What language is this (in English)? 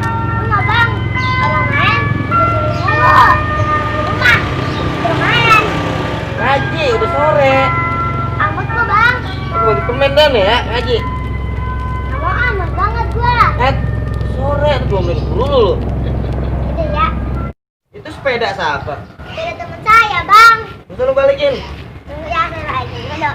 Betawi